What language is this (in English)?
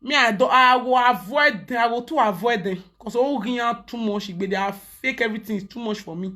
Nigerian Pidgin